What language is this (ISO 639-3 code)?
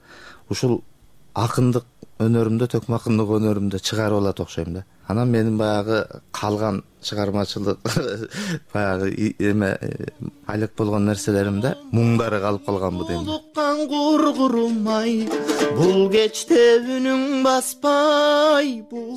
kir